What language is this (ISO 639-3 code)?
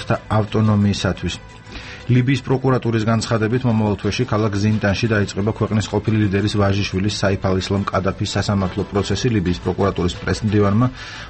kat